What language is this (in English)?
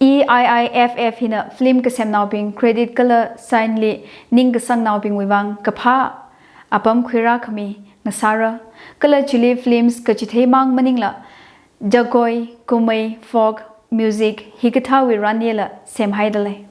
Tangkhul Naga (India)